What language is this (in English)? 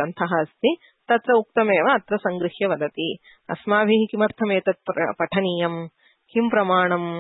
Sanskrit